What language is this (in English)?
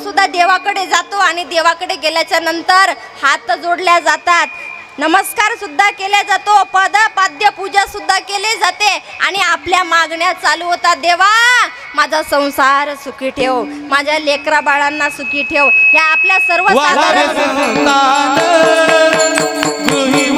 Marathi